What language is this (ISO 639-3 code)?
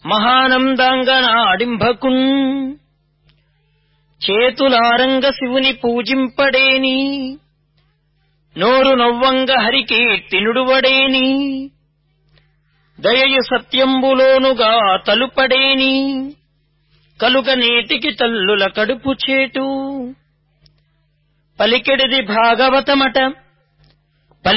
tel